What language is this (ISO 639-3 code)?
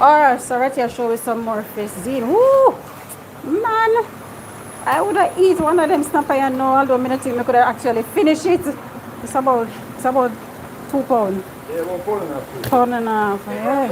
jam